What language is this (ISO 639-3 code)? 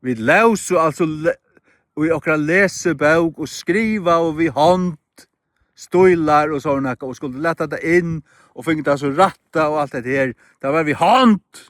fao